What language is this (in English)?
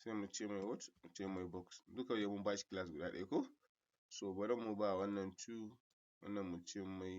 Hausa